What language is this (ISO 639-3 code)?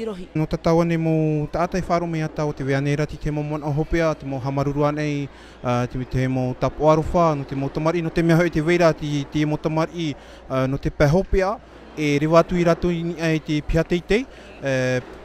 tah